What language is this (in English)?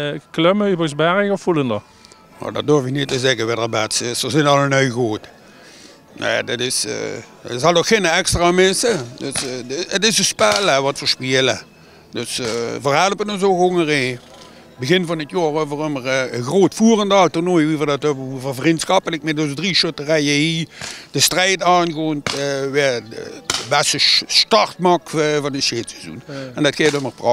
Limburgish